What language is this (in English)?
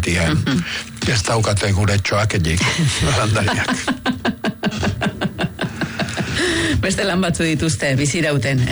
Basque